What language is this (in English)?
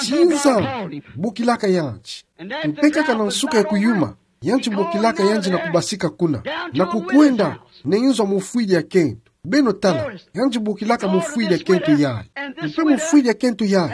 Kituba (Democratic Republic of Congo)